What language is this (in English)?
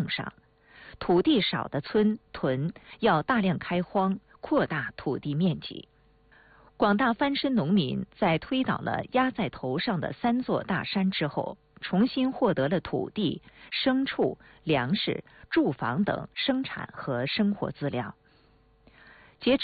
Chinese